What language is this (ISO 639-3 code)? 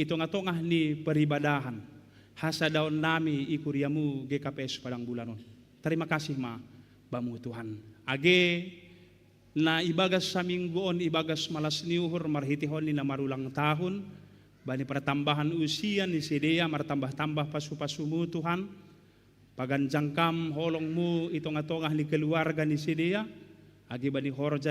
bts